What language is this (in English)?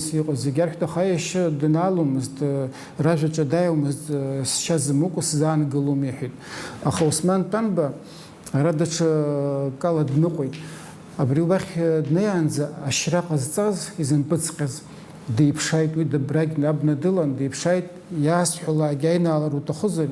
Abkhazian